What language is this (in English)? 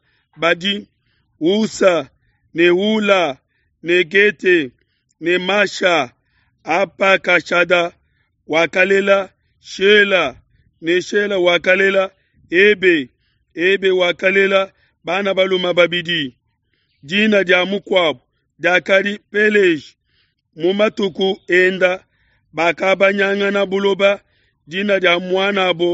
Luba-Lulua